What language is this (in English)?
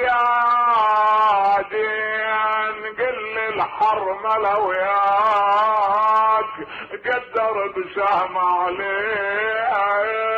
Mesopotamian Arabic